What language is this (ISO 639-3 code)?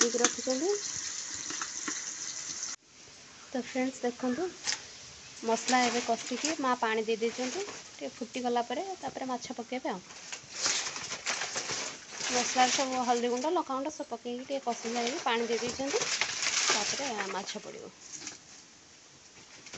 ori